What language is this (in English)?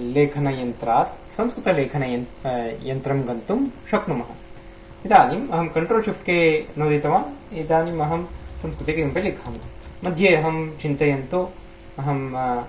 Sanskrit